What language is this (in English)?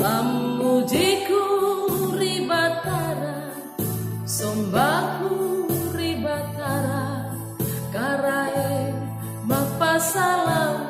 Makasar